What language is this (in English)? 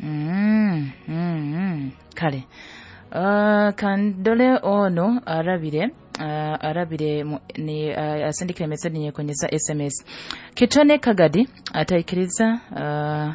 Nyoro